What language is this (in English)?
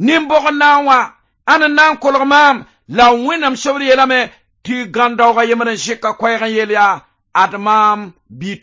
Mossi